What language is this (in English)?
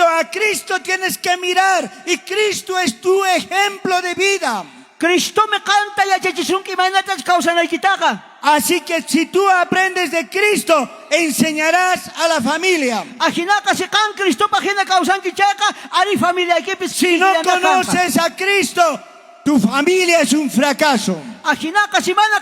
South Bolivian Quechua